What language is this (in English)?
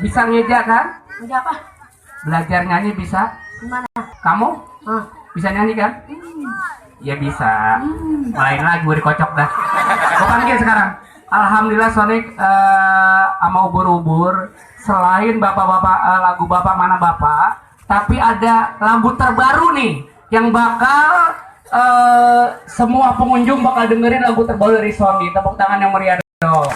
Betawi